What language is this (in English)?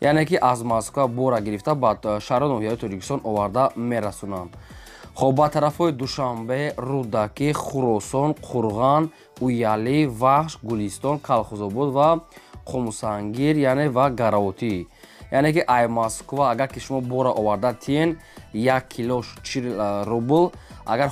Tajik